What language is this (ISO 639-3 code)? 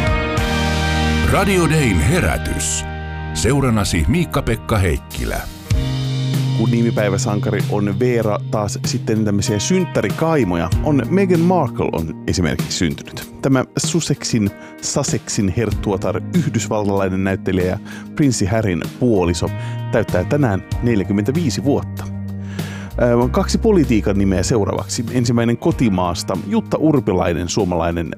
fin